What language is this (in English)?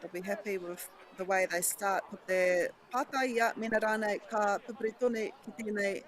Māori